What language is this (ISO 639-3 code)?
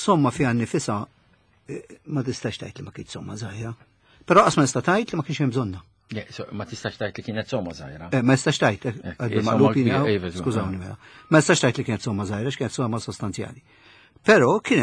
mlt